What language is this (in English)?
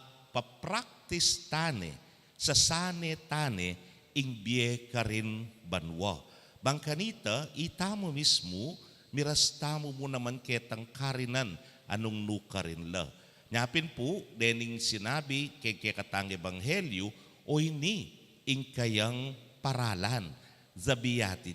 Pampanga